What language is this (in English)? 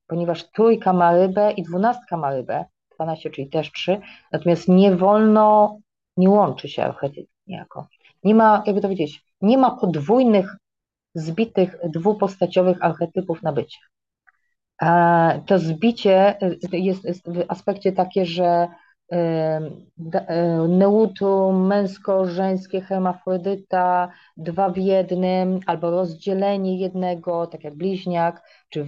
Polish